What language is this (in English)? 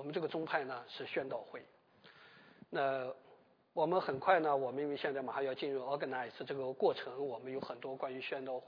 Chinese